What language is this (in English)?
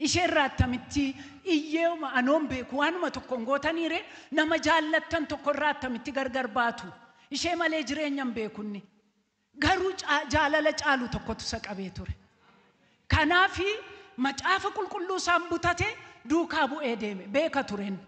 Oromo